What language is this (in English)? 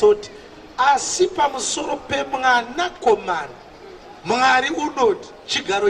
Shona